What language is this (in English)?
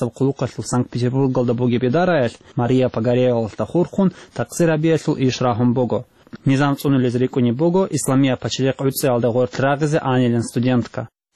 Avaric